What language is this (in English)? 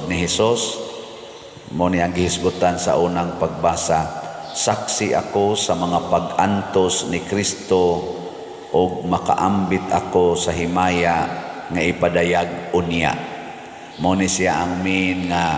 Cebuano